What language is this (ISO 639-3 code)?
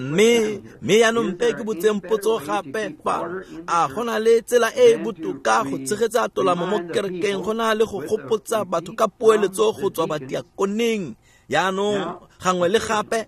tsn